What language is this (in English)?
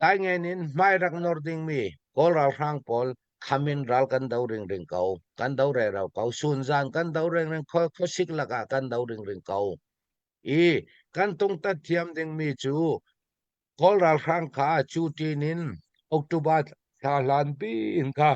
Hakha Chin